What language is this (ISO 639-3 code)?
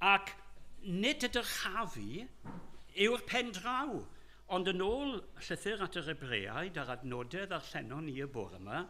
cym